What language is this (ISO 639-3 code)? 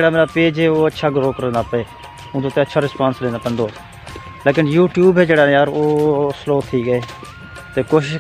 skr